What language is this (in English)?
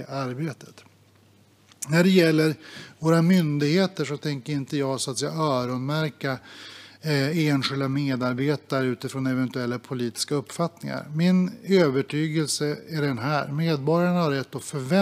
Swedish